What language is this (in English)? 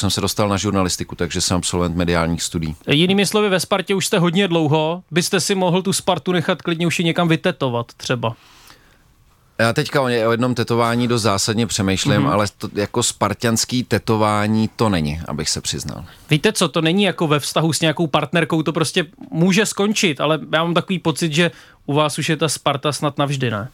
Czech